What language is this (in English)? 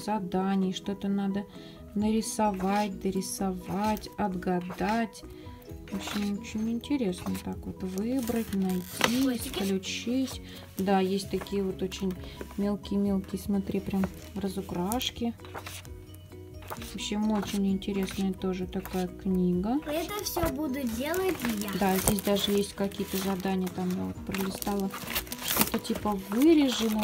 Russian